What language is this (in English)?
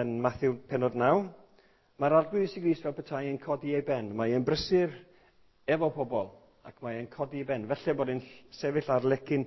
Welsh